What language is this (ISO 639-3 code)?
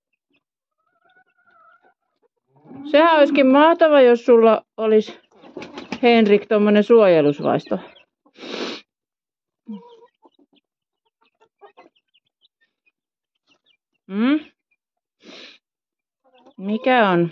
fin